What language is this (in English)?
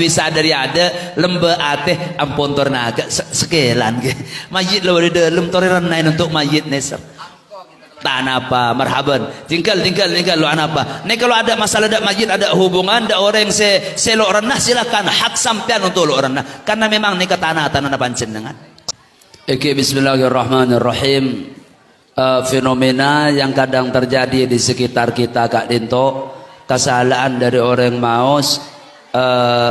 Madurese